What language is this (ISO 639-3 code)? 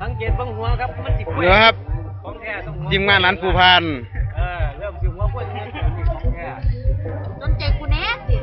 tts